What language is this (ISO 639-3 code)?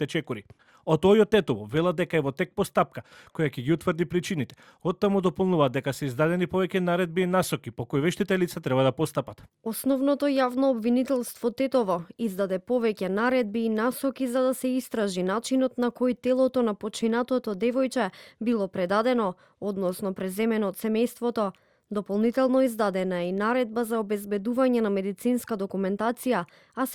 mkd